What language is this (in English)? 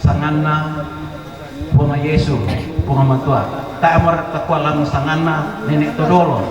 Toraja-Sa'dan